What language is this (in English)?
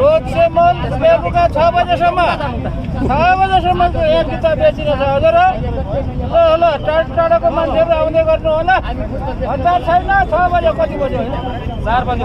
Nepali